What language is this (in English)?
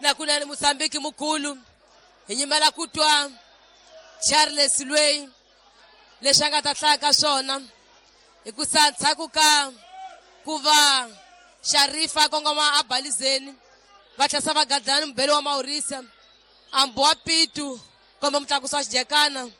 Tsonga